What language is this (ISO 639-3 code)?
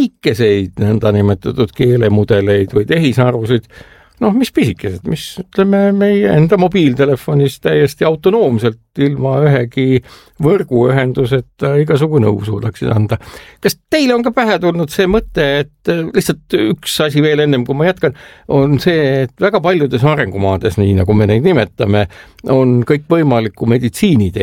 est